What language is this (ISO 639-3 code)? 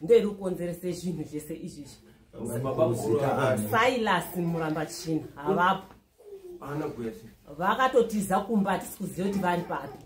sna